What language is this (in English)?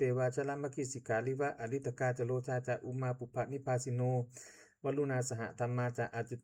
Pali